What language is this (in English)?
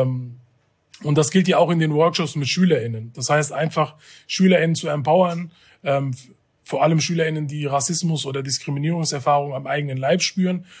German